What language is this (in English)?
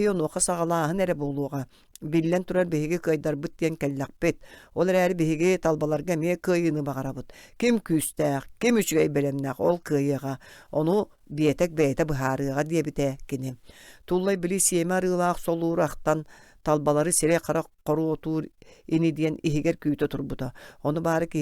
Yakut